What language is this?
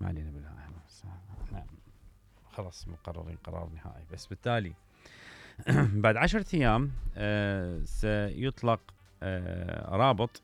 Mesopotamian Arabic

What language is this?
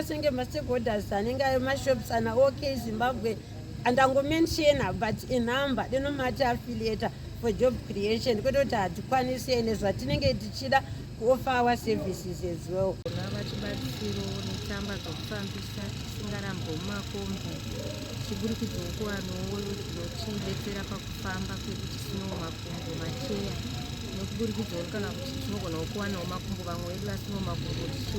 Shona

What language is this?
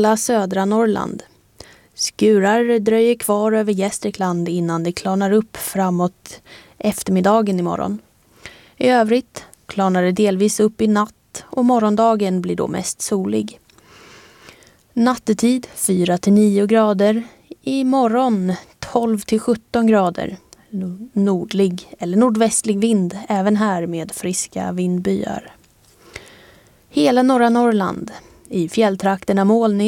Swedish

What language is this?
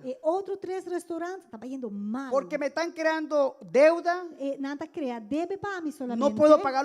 Papiamento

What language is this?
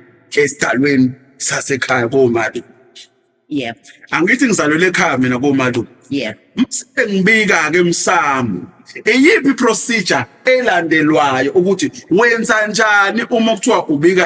Zulu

